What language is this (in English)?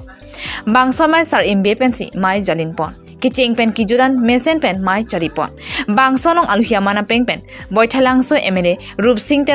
Karbi